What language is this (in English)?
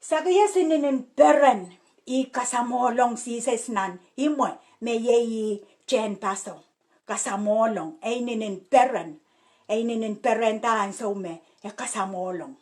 Pohnpeian